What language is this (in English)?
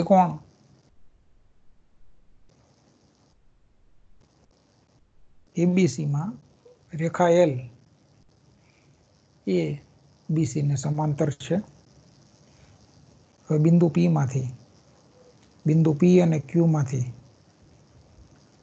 Gujarati